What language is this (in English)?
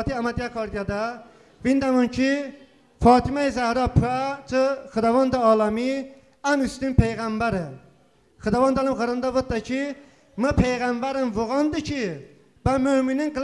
Talysh